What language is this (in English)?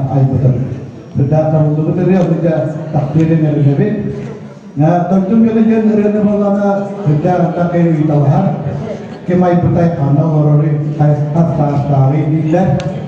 Yakut